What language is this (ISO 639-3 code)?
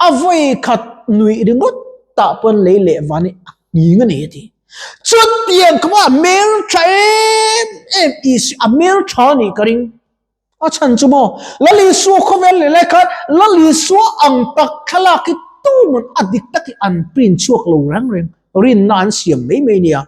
lus